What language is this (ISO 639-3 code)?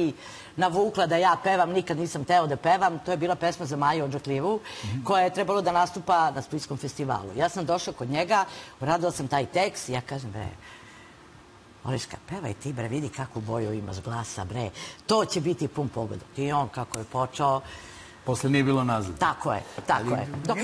srp